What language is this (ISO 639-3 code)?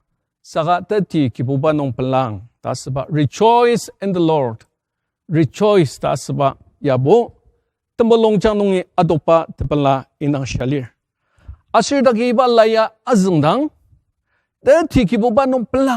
njo